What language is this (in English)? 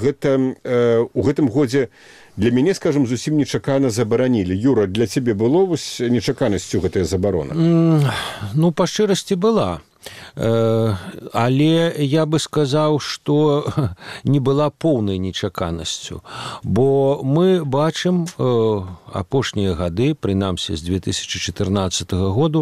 Belarusian